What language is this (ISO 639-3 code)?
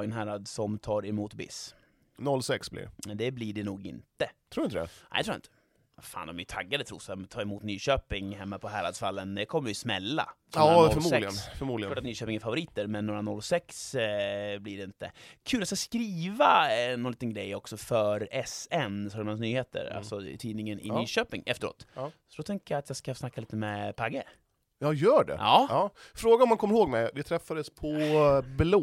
swe